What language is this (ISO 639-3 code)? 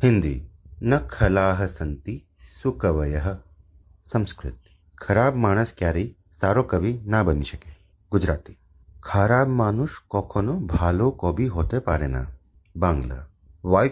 san